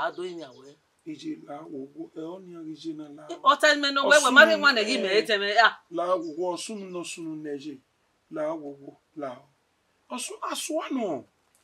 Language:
Bini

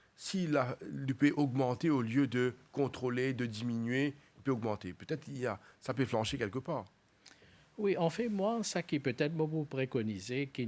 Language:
Morisyen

